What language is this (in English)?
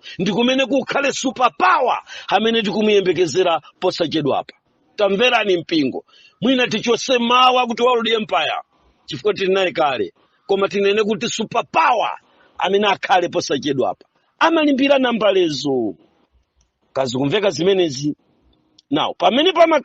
Nyanja